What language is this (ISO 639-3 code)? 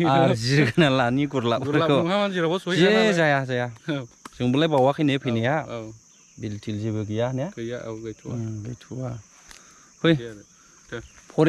brx